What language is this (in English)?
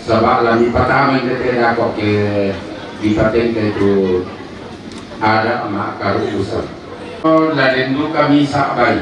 Toraja-Sa'dan